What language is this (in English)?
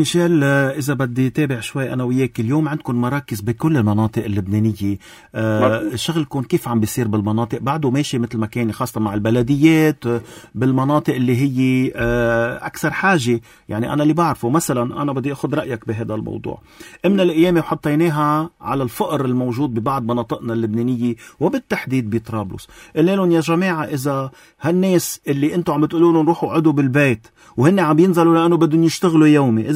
North Levantine Arabic